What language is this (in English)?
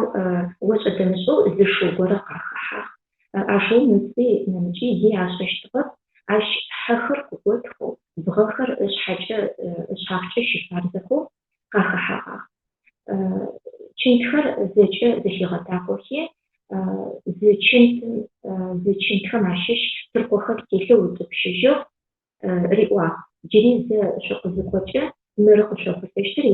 Adyghe